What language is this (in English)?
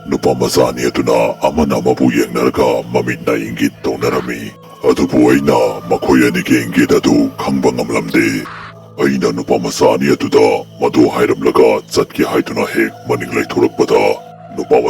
Manipuri